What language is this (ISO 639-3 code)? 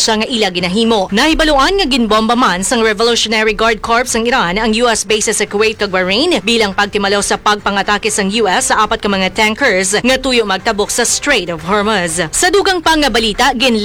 hil